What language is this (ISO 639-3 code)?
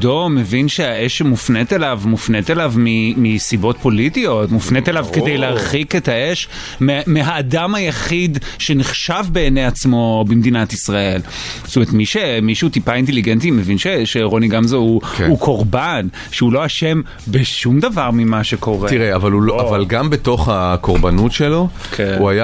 heb